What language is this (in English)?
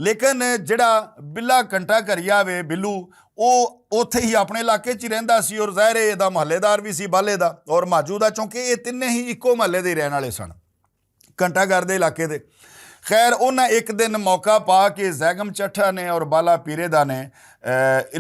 Western Panjabi